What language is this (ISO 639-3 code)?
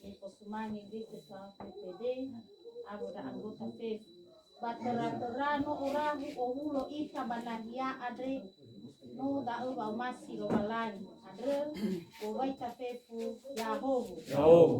nia